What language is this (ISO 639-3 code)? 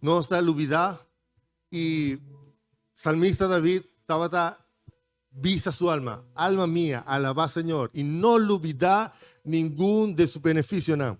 pap